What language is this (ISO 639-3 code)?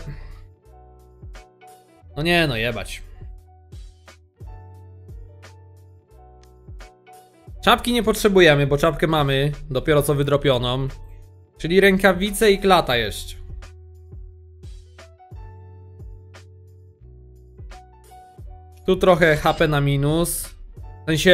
pol